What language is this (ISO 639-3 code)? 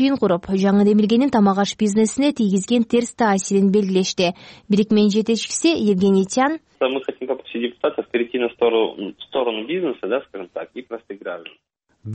kir